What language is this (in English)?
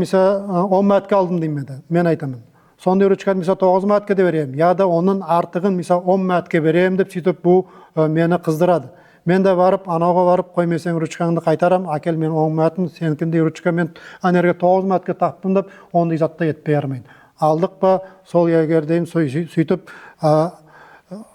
Nogai